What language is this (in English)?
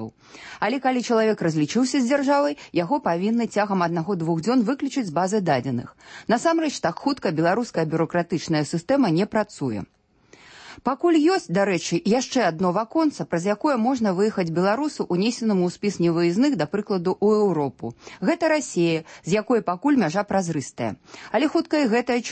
Belarusian